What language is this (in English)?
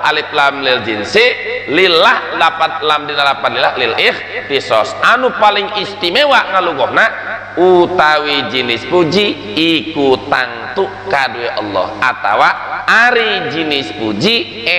Sundanese